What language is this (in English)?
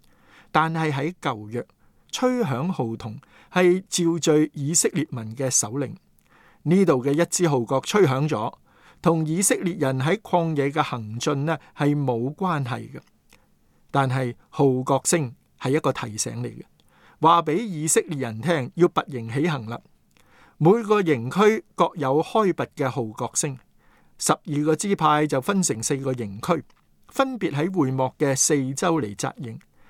Cantonese